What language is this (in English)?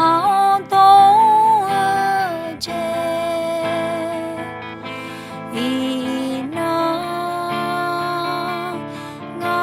Akha